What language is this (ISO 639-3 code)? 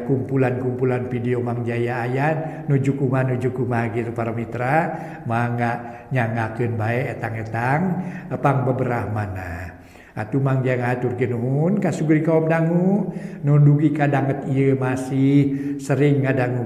sun